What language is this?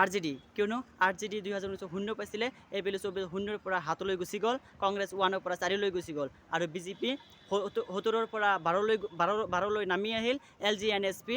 Assamese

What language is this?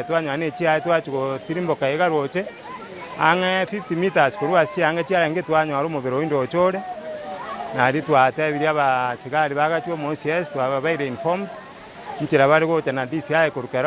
Gusii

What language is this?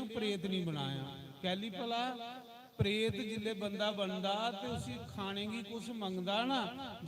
Dogri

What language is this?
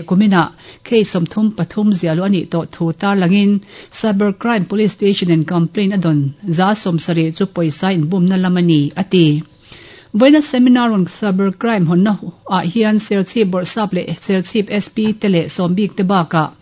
Mizo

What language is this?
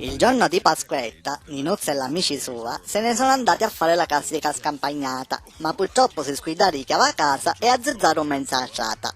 Sicilian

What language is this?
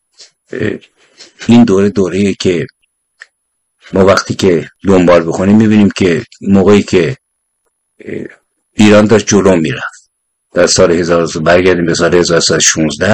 Persian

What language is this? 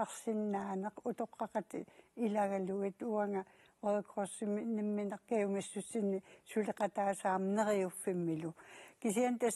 Kalaallisut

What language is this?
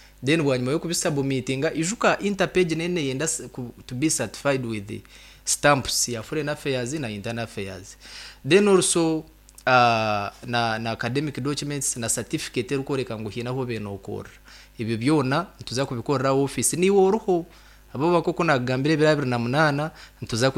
Nyankole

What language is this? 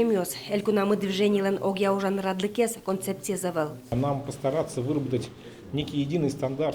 Udmurt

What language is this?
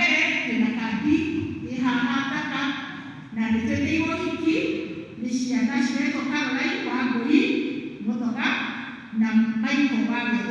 Kikuyu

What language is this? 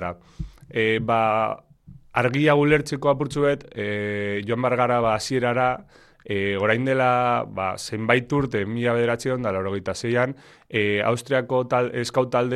Basque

